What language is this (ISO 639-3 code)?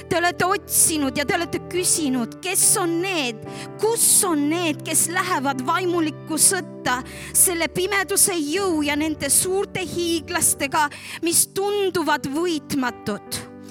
est